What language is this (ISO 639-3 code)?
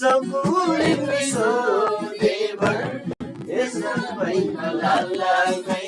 taj